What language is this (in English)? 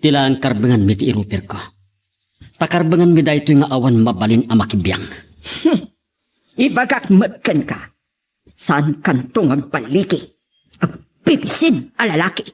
Iloko